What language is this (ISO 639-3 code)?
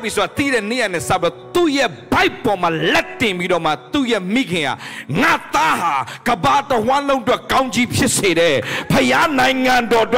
mya